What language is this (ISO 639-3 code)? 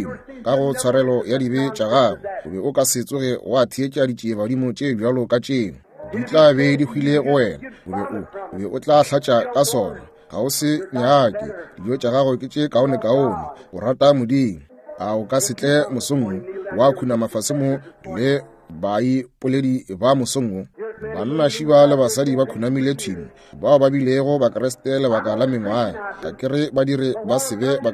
nso